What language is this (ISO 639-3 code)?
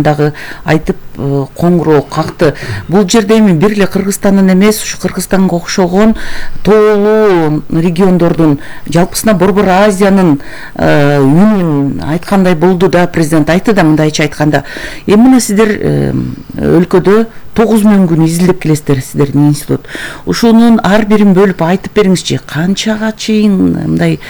kir